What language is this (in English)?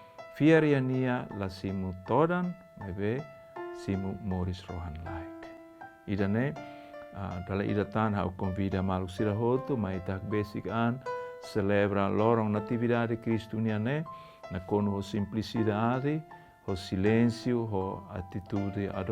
Tetum